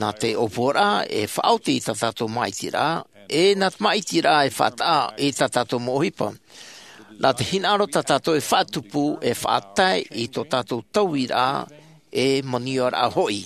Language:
Tahitian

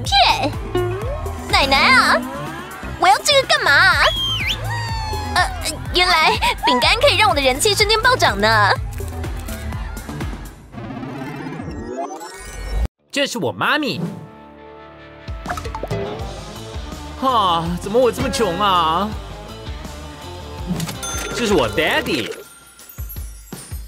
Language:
Chinese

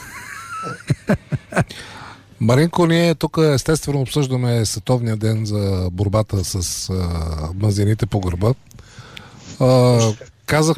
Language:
Bulgarian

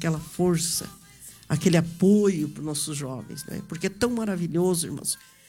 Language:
Portuguese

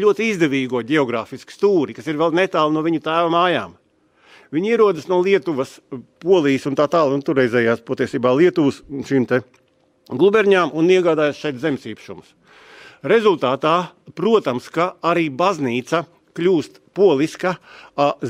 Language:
Latvian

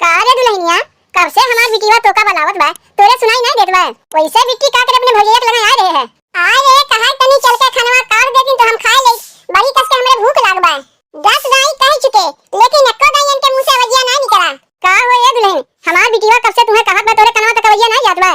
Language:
Awadhi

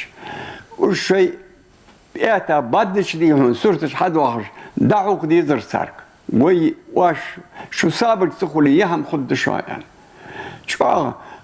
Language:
Ingush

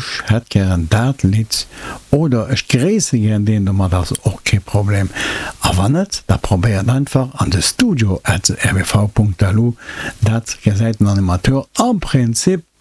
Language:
Luxembourgish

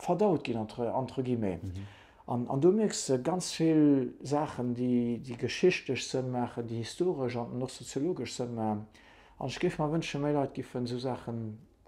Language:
Luxembourgish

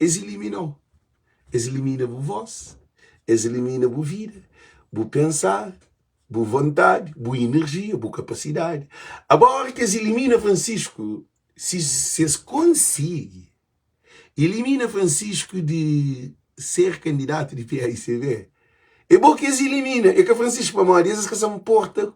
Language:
Kabuverdianu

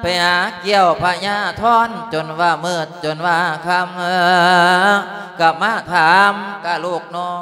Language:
Lao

